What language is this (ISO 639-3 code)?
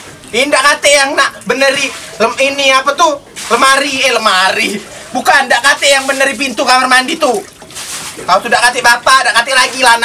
mui